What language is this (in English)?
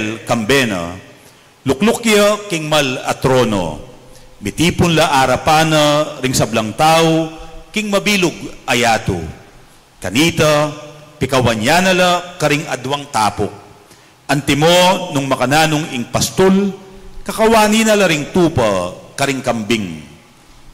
Pampanga